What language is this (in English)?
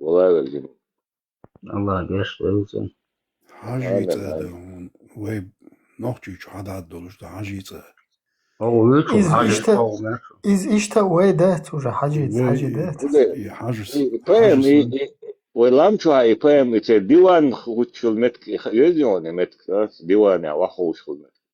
Chechen